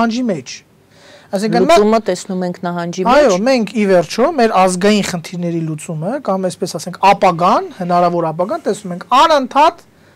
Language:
Armenian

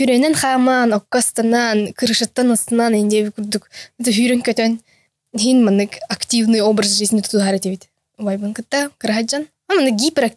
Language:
Yakut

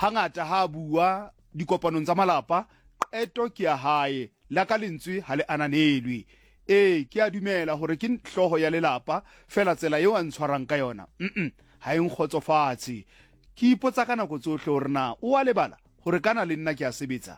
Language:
Southern Sotho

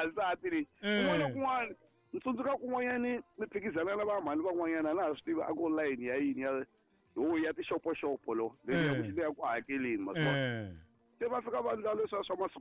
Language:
Tsonga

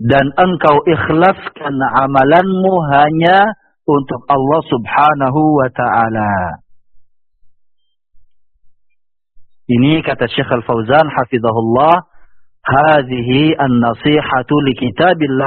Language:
Indonesian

